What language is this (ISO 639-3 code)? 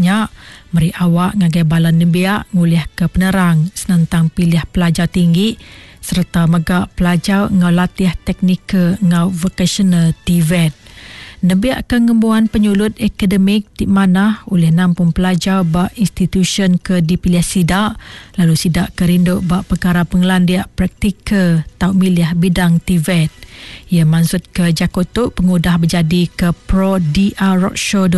iba